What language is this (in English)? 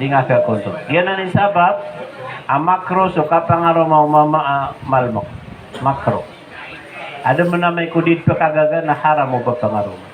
Maranao